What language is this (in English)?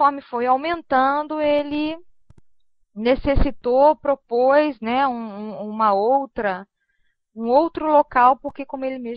Portuguese